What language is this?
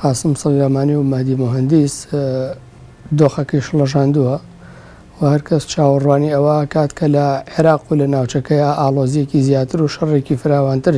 Central Kurdish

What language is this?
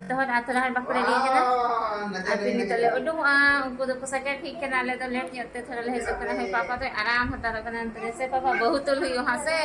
Santali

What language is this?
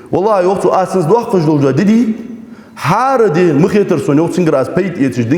Ingush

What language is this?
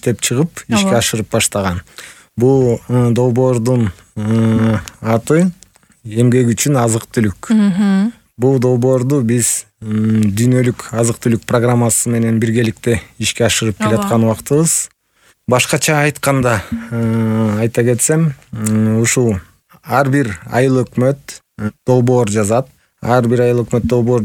Kyrgyz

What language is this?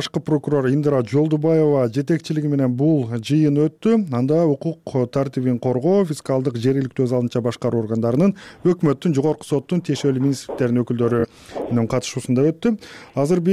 Kyrgyz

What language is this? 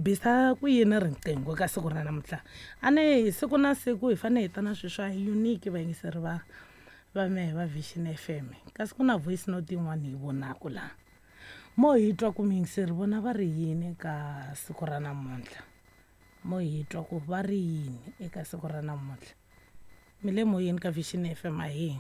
Tsonga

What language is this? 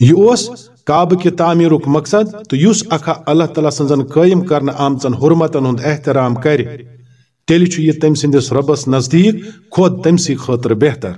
Kashmiri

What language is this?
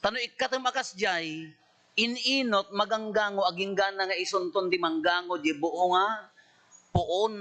Iloko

